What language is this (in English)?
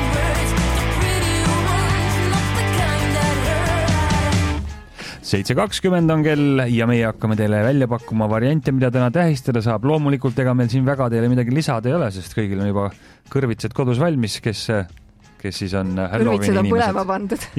Estonian